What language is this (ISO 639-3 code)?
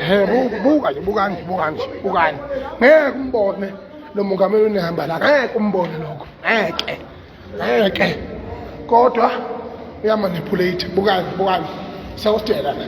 zul